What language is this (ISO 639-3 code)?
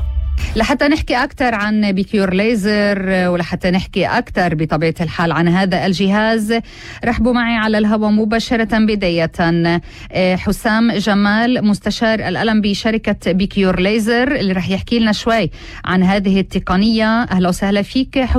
apc